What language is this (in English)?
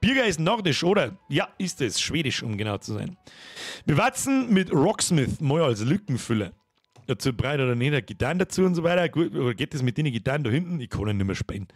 Bavarian